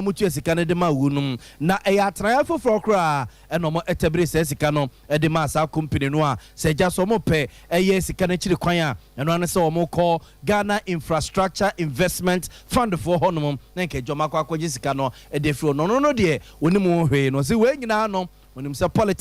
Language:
Akan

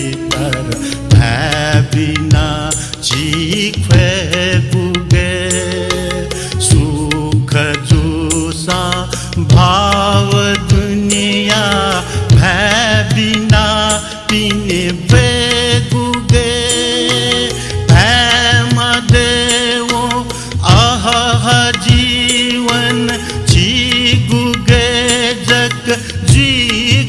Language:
Newari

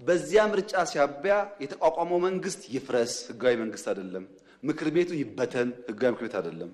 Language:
Amharic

